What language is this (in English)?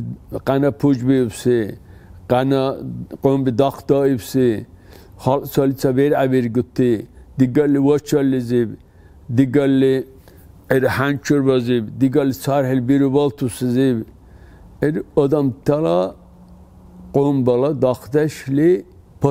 Dargwa